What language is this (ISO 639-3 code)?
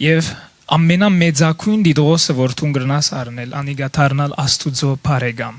hyw